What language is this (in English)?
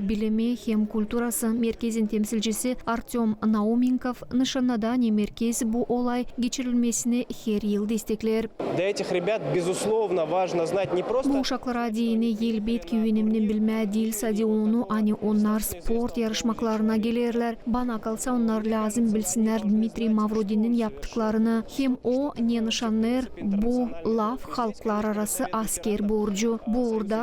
Gagauz